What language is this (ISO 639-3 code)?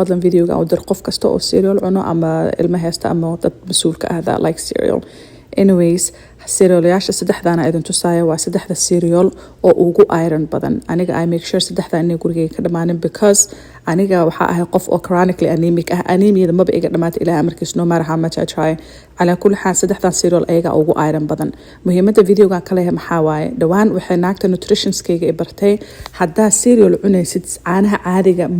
som